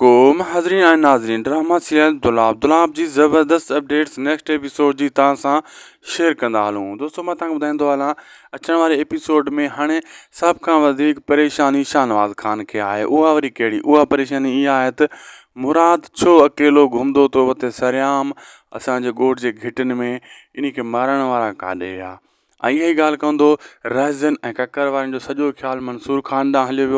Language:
Sindhi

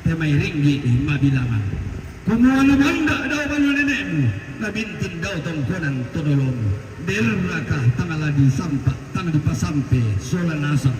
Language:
Toraja-Sa'dan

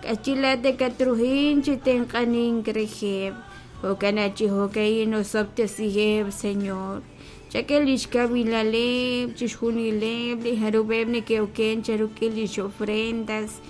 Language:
Kekchí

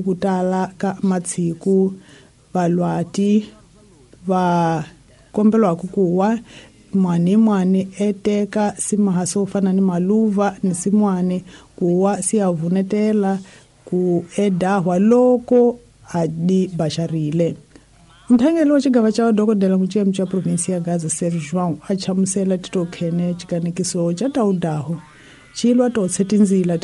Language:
Tsonga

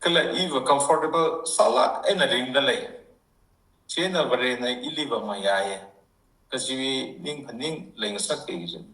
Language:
Tangkhul Naga (India)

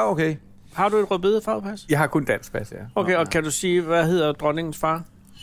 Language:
Danish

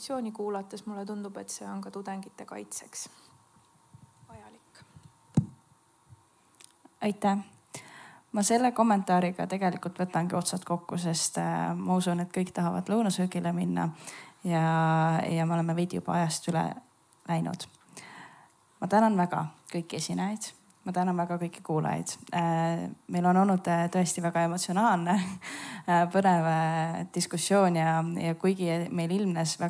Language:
Estonian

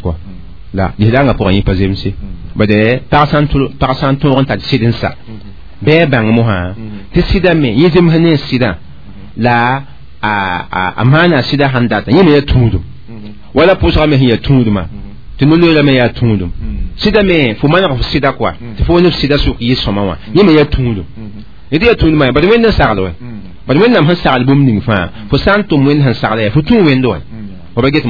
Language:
Mossi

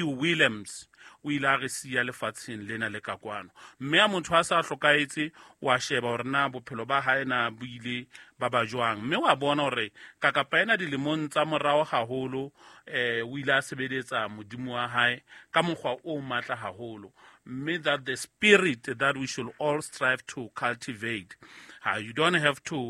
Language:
Southern Sotho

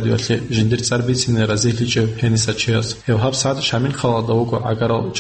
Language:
Avaric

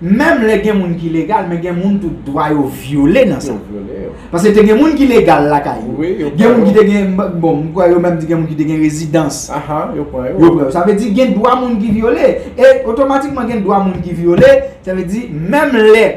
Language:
Haitian Creole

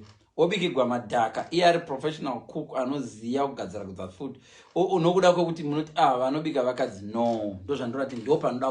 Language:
Shona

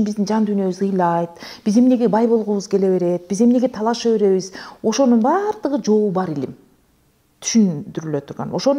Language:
Kyrgyz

